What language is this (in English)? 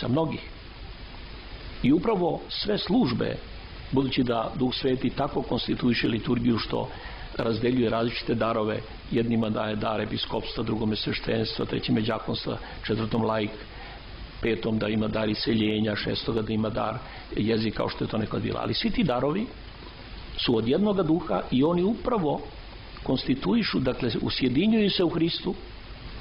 Serbian